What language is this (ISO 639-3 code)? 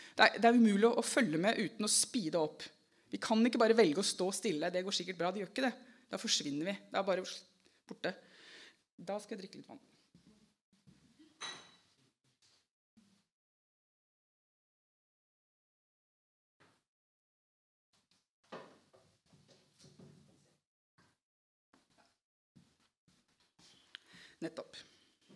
nor